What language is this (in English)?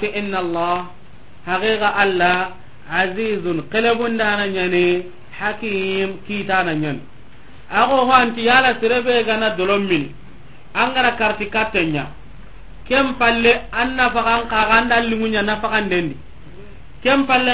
Soninke